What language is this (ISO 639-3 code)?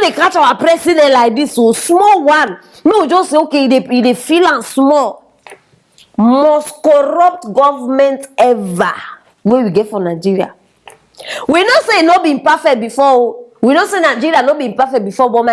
pcm